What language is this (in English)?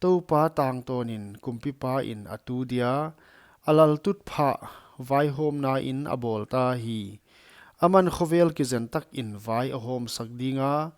Paite Chin